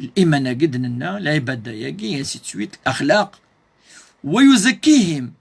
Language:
Kabyle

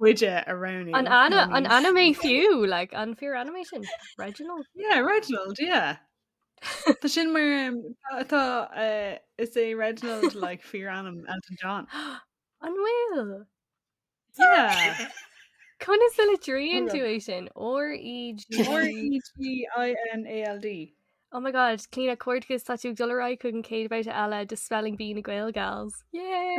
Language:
Irish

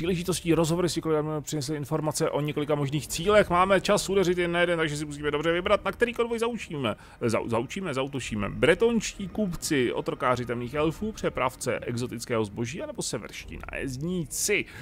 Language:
Czech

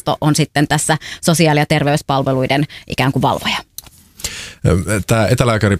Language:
Finnish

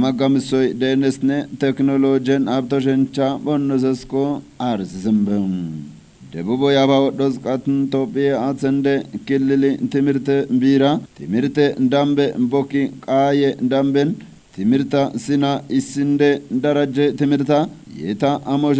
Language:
Kafa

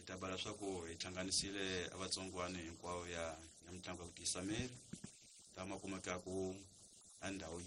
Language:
Tsonga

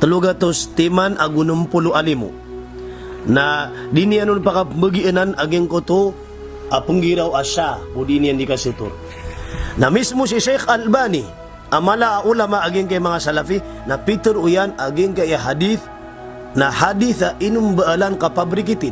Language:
Maranao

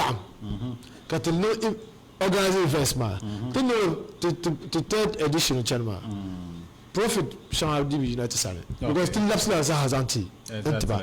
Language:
Dagbani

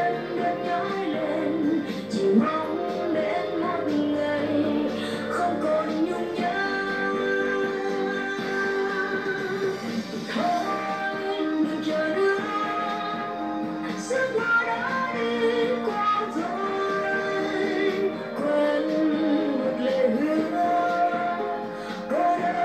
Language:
Vietnamese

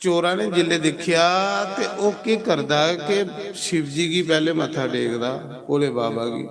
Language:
Dogri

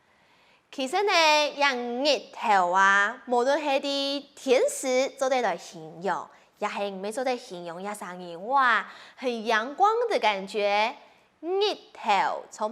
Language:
Hakka Chinese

